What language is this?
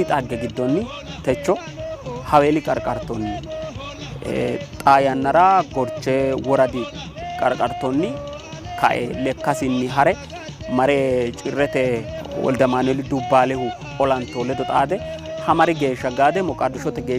Sidamo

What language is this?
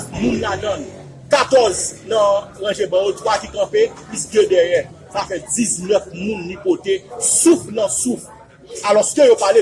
Haitian Creole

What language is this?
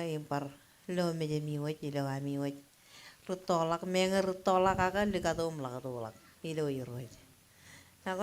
Marshallese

